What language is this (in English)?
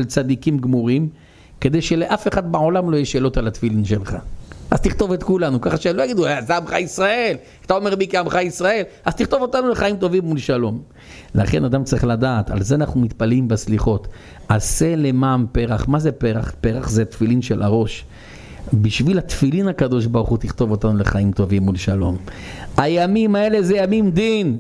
Hebrew